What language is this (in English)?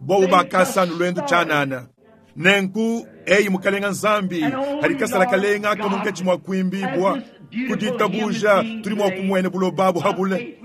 Luba-Lulua